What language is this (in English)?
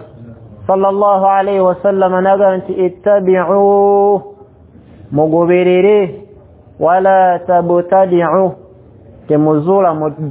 Ganda